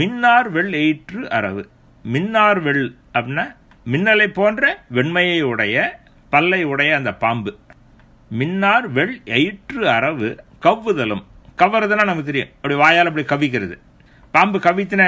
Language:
Tamil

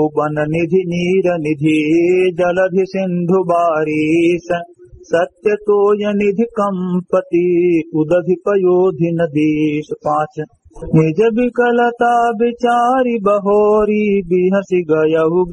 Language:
Awadhi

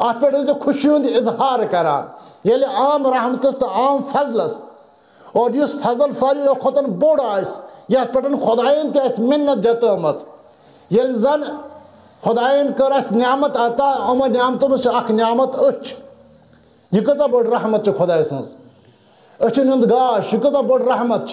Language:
Kashmiri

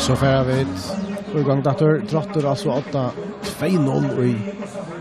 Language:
Faroese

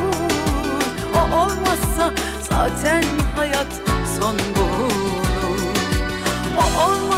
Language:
Turkish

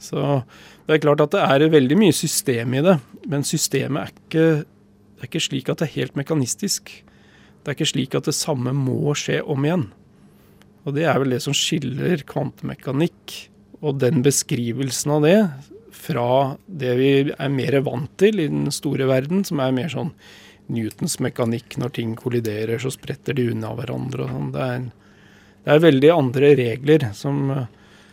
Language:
Norwegian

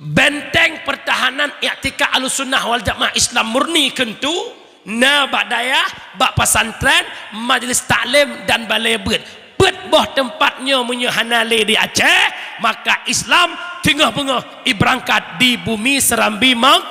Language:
Achinese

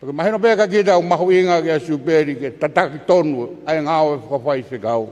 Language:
Tongan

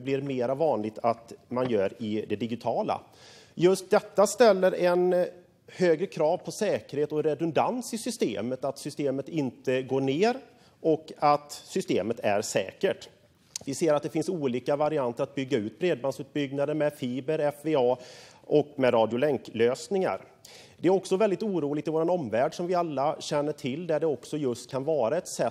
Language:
Swedish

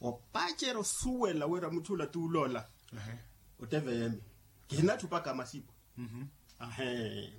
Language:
Makhuwa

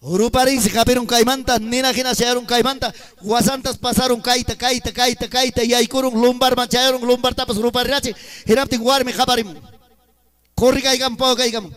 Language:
Ayacucho Quechua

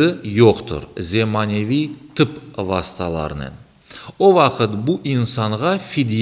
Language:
Crimean Tatar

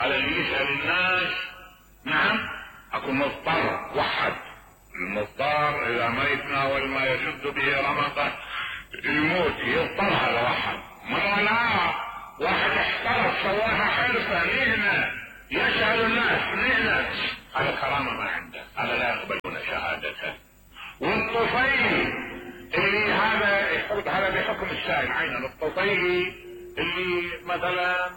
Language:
Mesopotamian Arabic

